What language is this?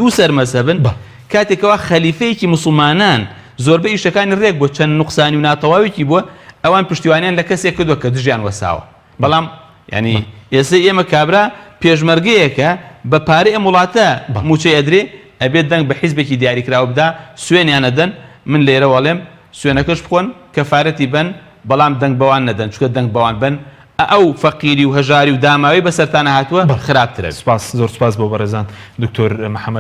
Central Kurdish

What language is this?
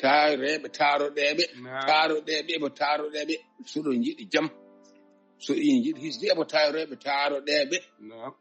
Fula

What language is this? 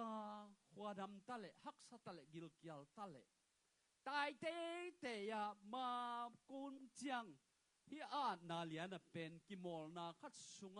Tedim Chin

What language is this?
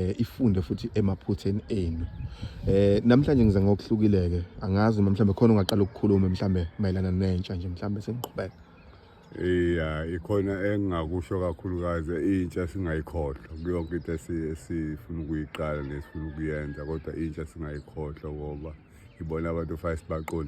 Zulu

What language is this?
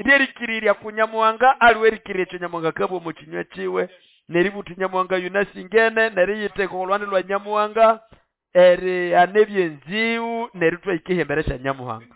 Nande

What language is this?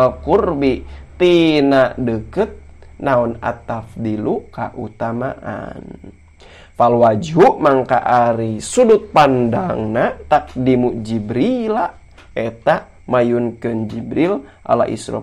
Sundanese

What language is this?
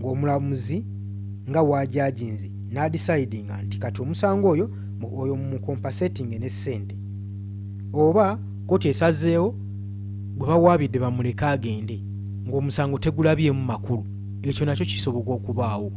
Ganda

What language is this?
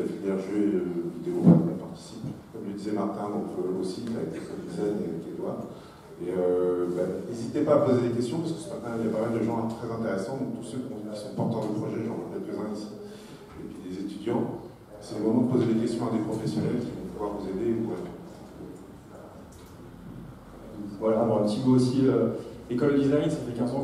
French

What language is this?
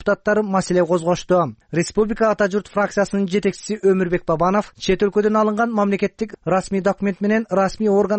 Kyrgyz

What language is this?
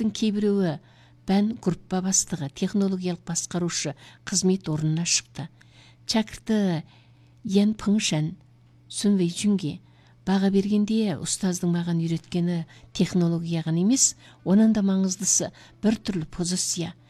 Kazakh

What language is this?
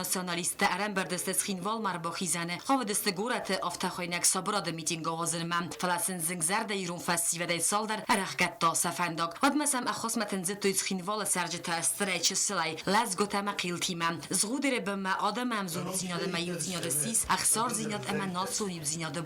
Ossetic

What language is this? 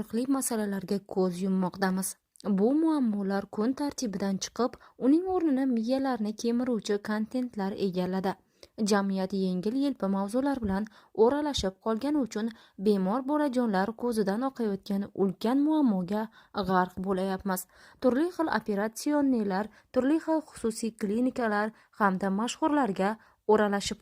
Uzbek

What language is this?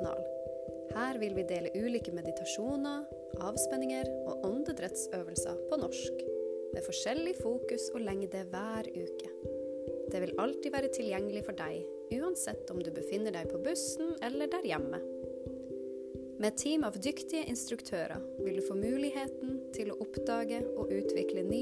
Norwegian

